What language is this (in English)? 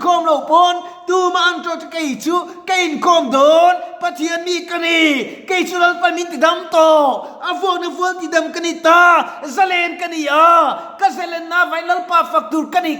Mizo